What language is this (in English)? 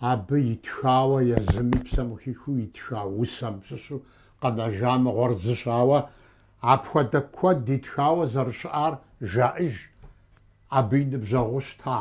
Kabardian